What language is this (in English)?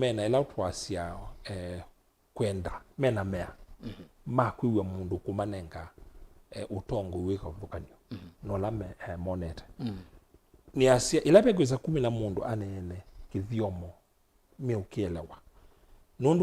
Kamba